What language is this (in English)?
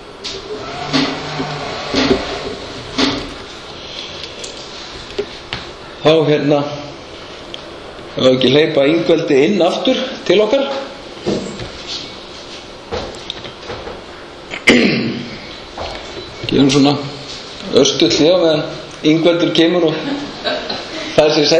Icelandic